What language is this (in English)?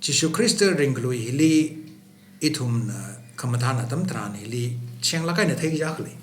Tangkhul Naga (India)